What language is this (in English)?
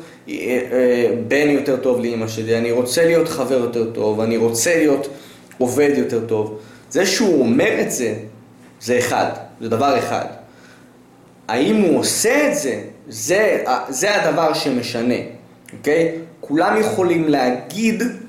Hebrew